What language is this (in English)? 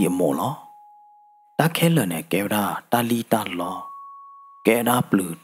S'gaw Karen